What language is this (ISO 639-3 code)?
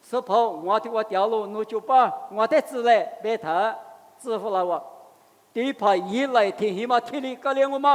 lis